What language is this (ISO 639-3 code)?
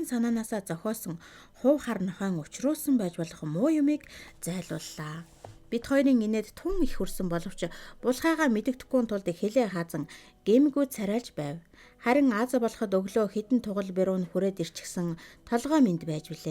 mon